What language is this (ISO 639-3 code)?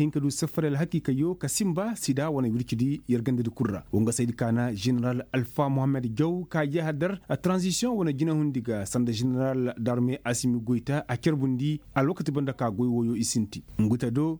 ses